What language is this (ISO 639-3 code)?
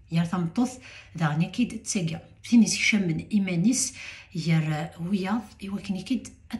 kab